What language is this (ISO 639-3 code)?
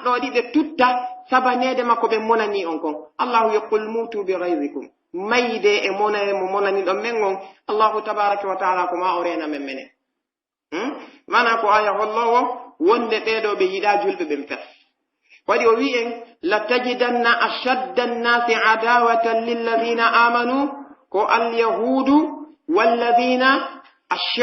fuf